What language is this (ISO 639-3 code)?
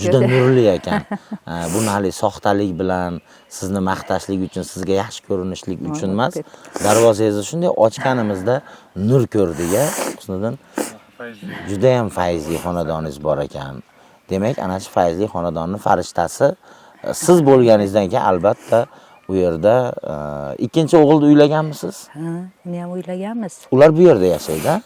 uzb